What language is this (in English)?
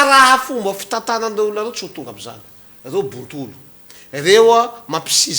Malagasy